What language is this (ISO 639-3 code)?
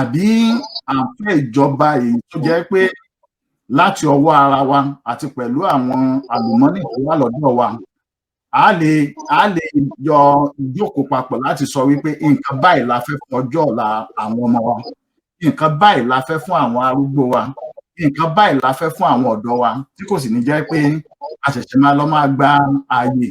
yor